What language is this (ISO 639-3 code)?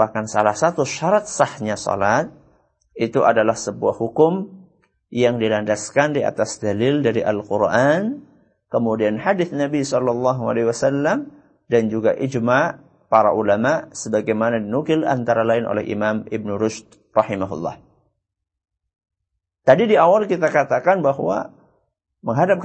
ind